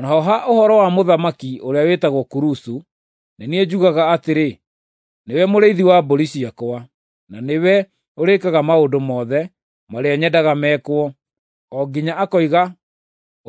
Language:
Kikuyu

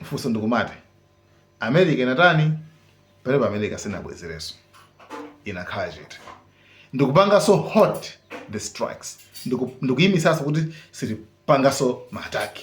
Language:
Nyanja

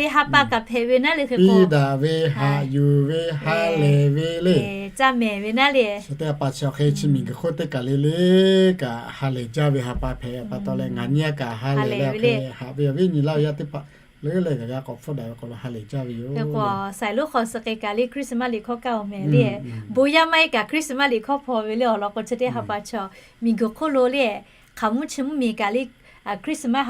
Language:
Lahu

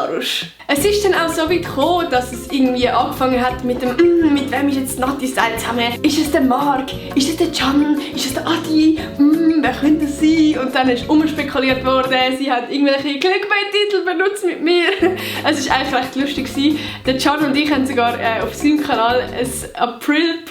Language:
Swiss German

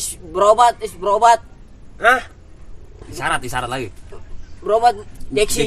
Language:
Betawi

